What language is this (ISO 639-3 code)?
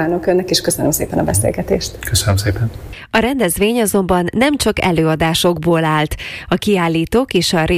hun